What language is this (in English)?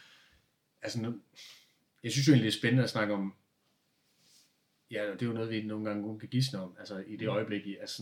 Danish